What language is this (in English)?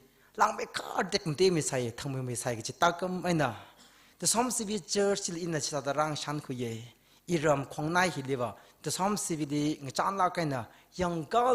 Tangkhul Naga (India)